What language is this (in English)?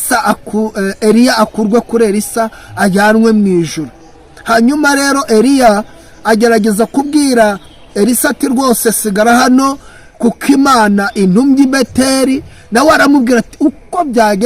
Kinyarwanda